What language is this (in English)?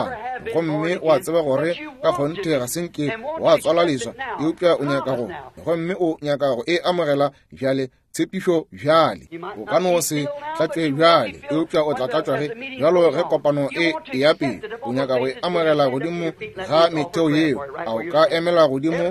Northern Sotho